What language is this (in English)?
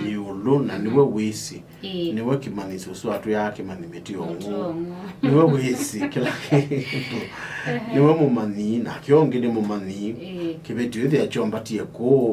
Kamba